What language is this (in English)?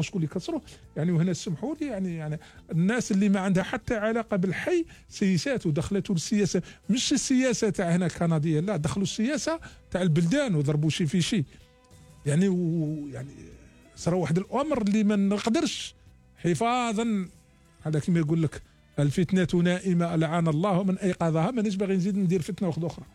Algerian Arabic